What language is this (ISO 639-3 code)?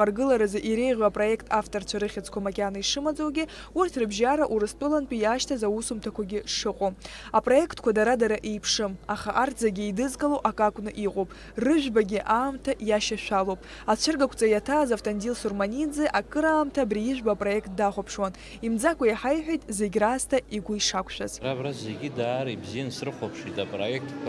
abk